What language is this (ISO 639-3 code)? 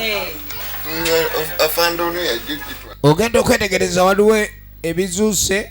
lug